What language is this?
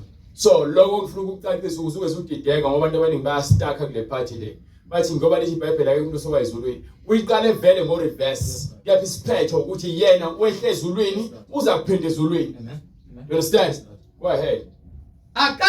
Zulu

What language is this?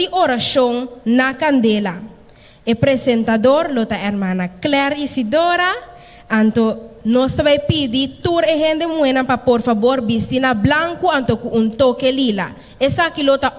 Papiamento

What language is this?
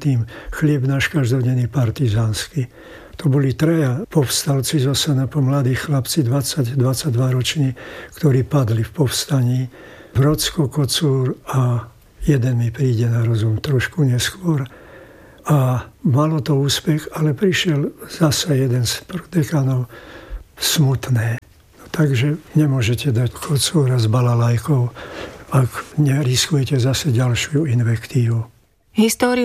Slovak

